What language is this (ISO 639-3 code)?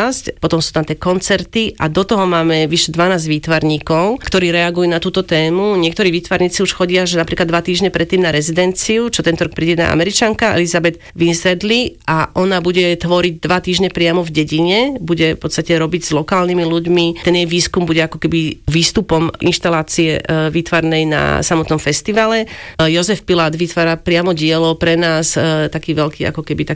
slk